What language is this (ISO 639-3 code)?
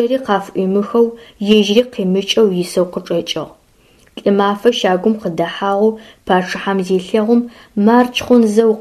ady